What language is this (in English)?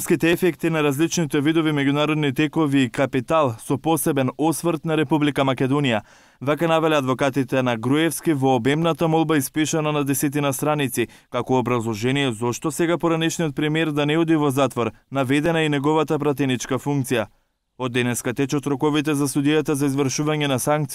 Macedonian